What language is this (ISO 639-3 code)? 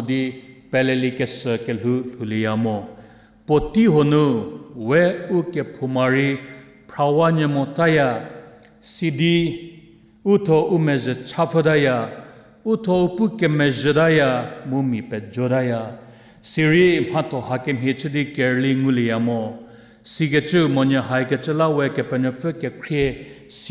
njm